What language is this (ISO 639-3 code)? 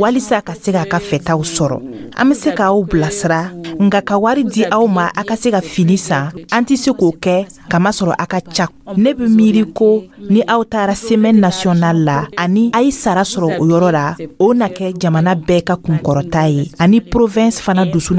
dyu